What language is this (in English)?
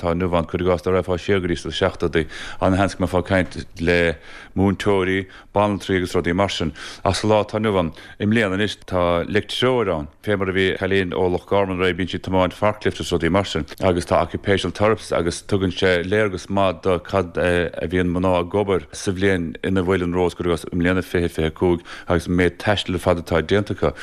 Irish